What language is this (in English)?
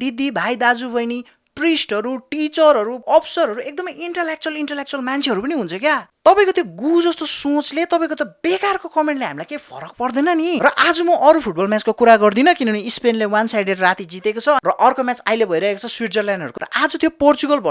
Nepali